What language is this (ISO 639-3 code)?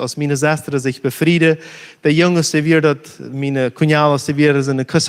pdt